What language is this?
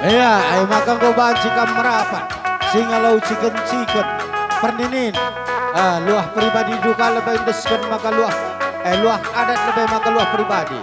Batak Karo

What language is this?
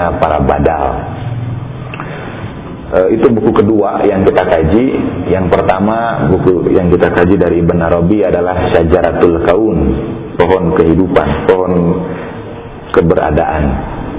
Indonesian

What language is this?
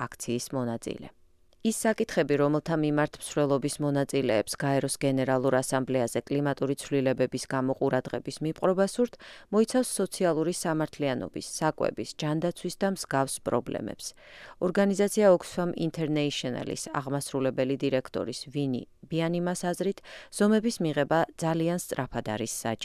Georgian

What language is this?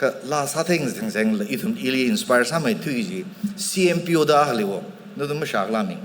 Tangkhul Naga (India)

